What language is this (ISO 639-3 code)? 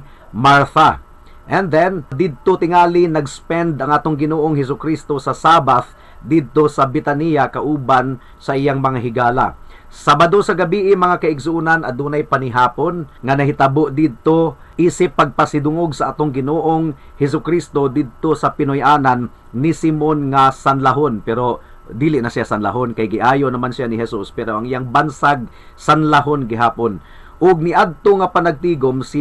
ceb